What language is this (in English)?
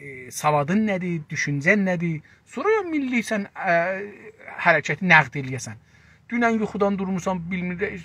South Azerbaijani